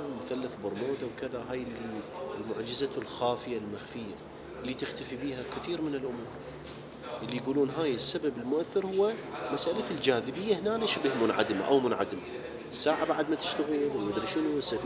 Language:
Mesopotamian Arabic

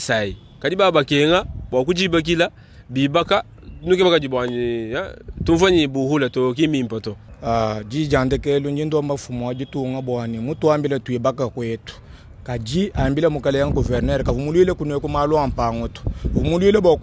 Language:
Luba-Lulua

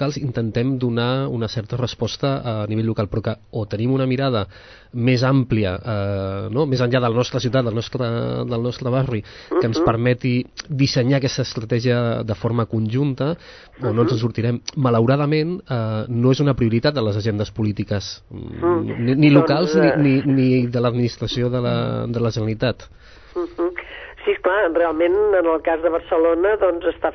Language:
Catalan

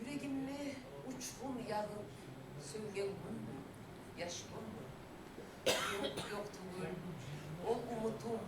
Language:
Kumyk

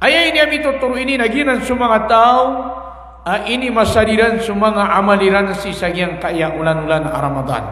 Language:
Maranao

